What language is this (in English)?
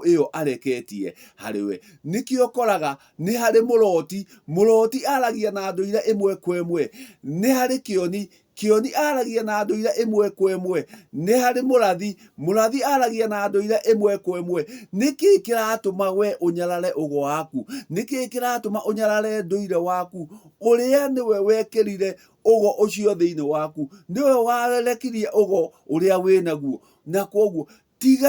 Kikuyu